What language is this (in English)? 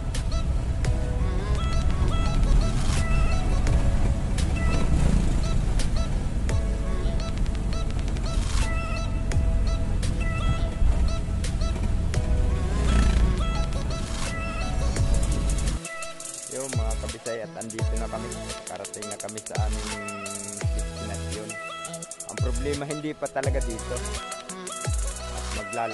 Filipino